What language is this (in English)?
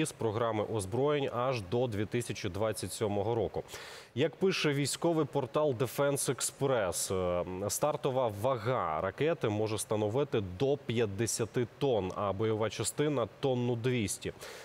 Ukrainian